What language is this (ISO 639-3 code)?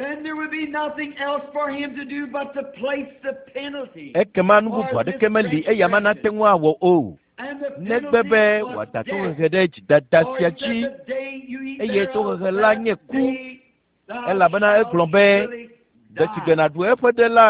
ewe